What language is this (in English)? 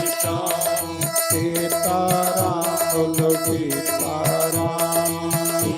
Dogri